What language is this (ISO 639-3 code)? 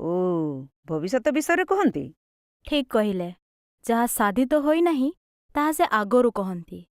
ori